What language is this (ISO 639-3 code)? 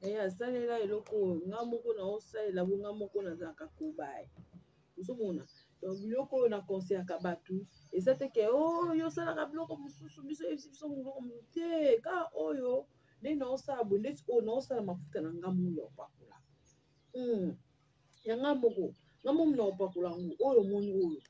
lin